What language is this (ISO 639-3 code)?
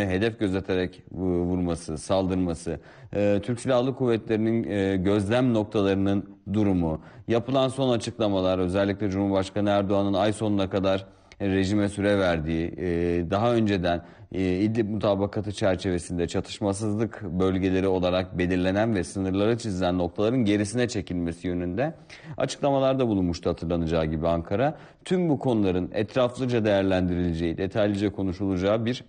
tur